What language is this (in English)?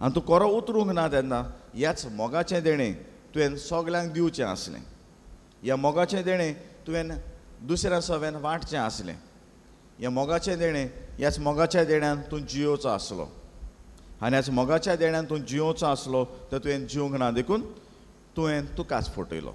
Konkani